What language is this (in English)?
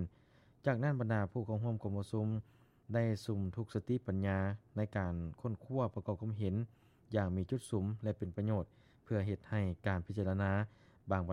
Lao